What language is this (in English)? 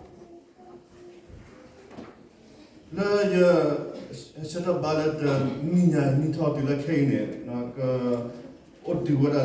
S'gaw Karen